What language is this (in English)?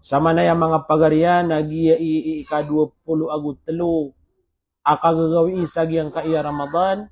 Maranao